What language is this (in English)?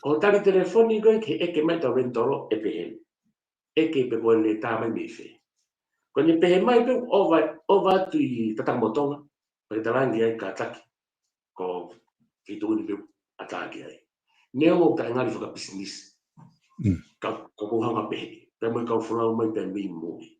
Tongan